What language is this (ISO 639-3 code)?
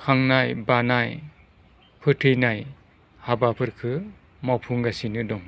brx